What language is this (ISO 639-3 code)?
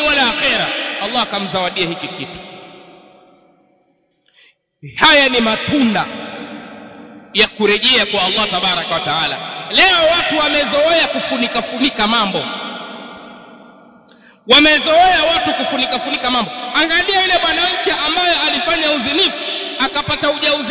swa